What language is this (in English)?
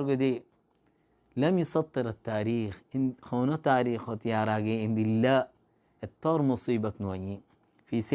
Rohingya